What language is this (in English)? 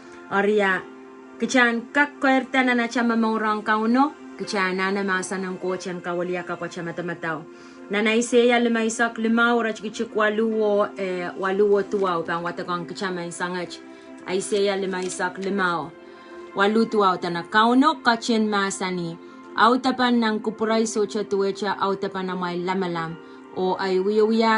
Pohnpeian